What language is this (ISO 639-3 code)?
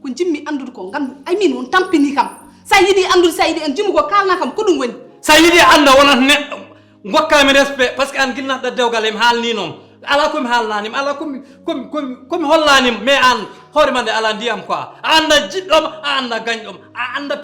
ful